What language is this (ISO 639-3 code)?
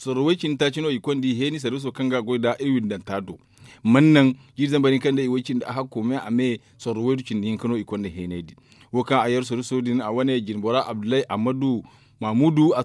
dje